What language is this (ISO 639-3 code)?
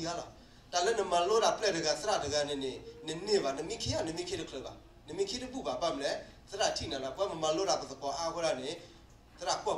ksw